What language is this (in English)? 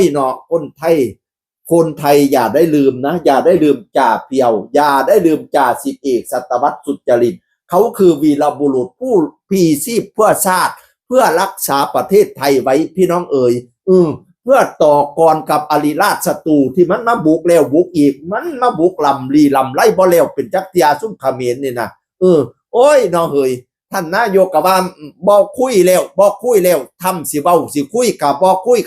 Northeastern Thai